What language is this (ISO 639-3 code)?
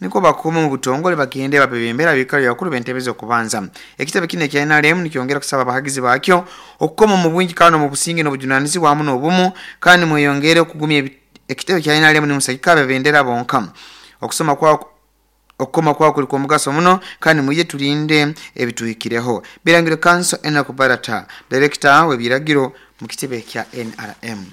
nyo